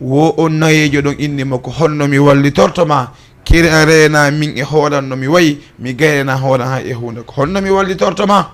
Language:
Fula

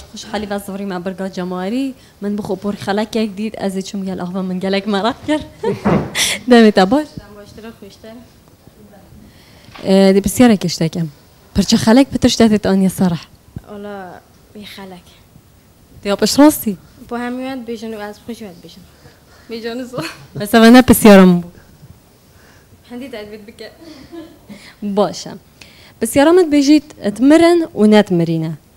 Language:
Kurdish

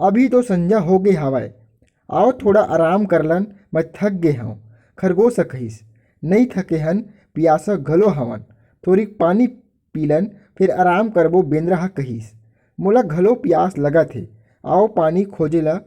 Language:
Chhattisgarhi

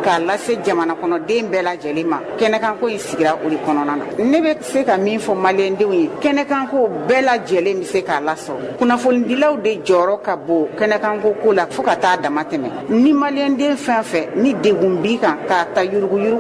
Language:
Bambara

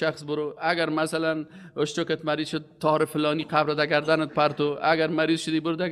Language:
Persian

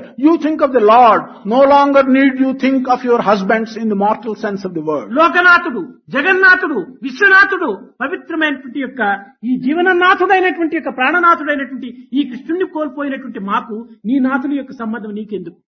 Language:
Telugu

